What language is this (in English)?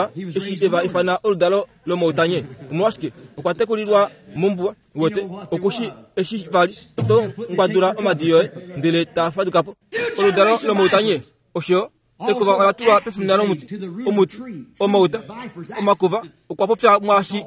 Kuanyama